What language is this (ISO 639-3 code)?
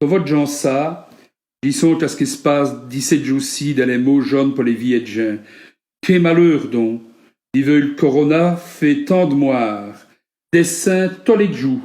wln